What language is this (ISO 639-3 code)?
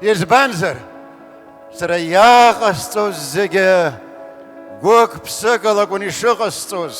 abk